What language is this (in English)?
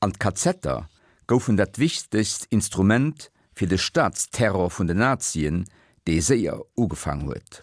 Luxembourgish